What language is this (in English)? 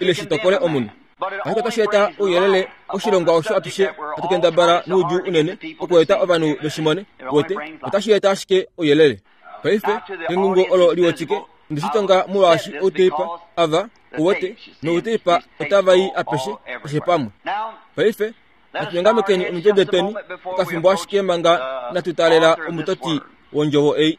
Kuanyama